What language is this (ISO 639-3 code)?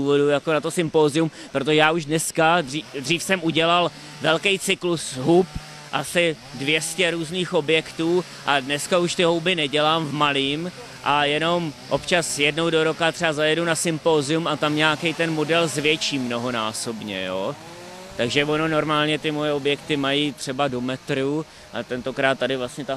ces